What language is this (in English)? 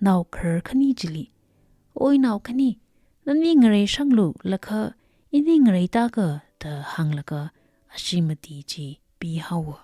Tangkhul Naga (India)